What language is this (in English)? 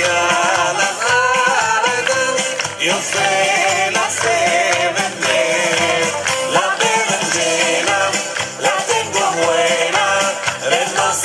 Ladino